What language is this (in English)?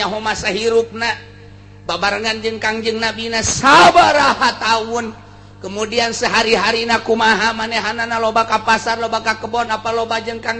Sundanese